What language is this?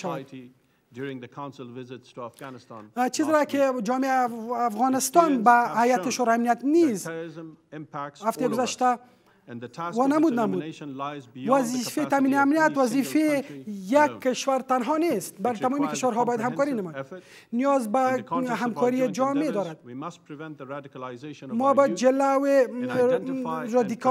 Persian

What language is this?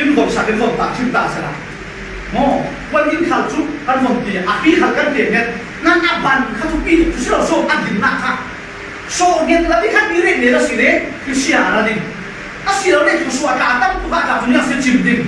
Falam Chin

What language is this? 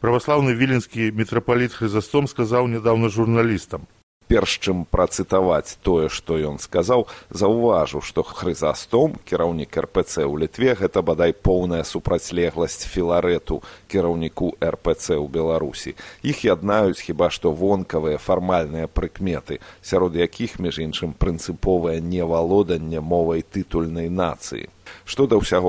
Belarusian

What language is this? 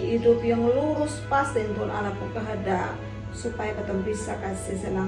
Kupang Malay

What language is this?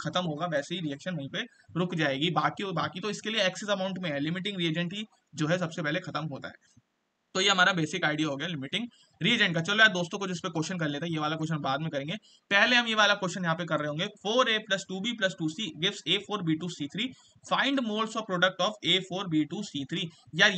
Hindi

